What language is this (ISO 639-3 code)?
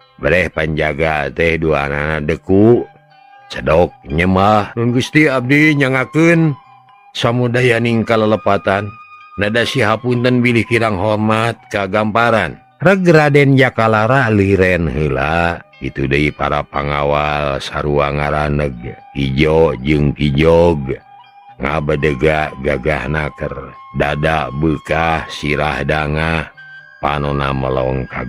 sun